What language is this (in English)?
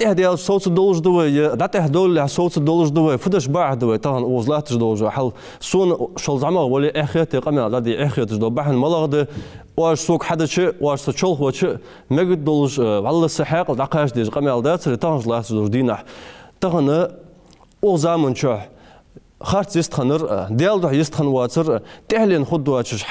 Ingush